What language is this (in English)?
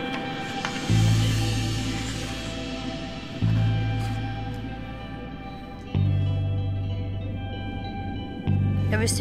Danish